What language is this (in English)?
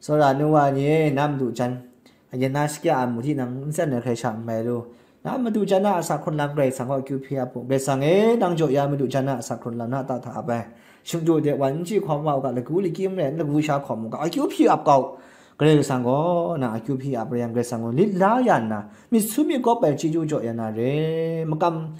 Kachin